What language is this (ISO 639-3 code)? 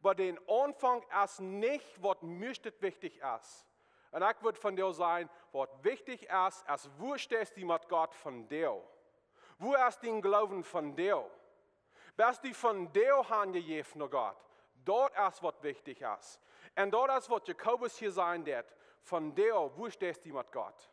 pdt